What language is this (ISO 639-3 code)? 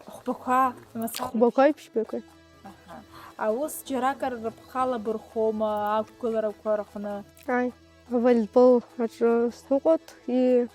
abk